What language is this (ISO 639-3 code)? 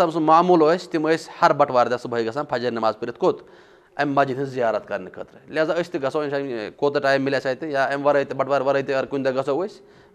kas